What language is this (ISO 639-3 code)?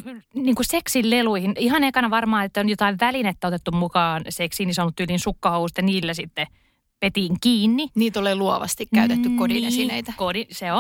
fin